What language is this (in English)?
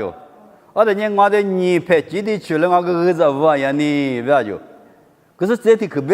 Lisu